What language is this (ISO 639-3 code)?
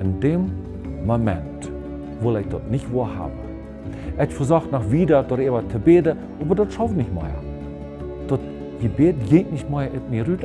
pdt